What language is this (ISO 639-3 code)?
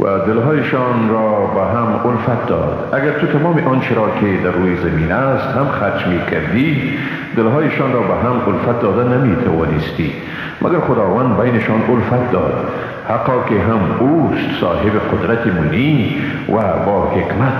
fas